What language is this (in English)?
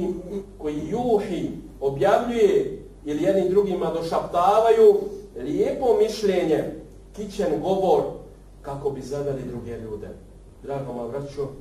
Bosnian